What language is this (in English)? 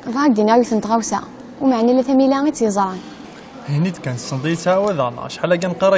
Kabyle